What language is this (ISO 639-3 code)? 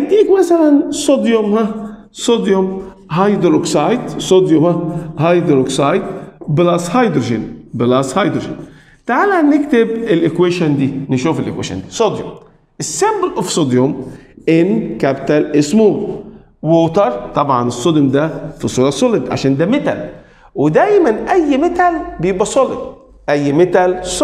arz